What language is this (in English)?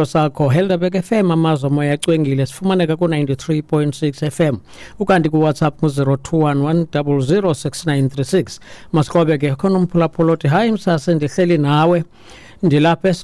Xhosa